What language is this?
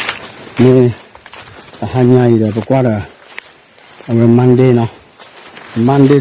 S'gaw Karen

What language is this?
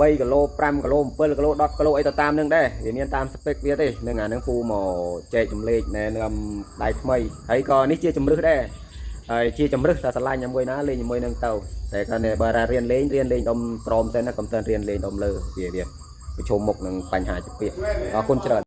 Khmer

